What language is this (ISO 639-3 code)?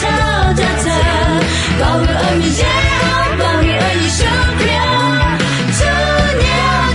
ahk